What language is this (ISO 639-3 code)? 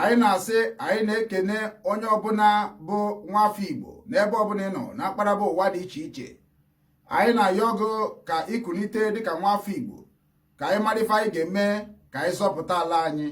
ibo